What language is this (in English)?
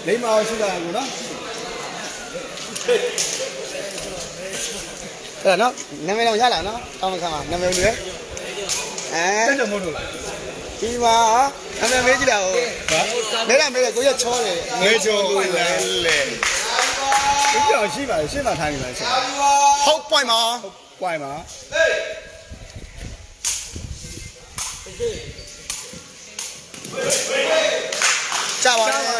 Burmese